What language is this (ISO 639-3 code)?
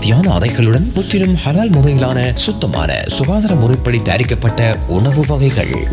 tam